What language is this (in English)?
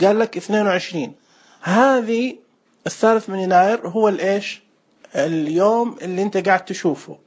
Najdi Arabic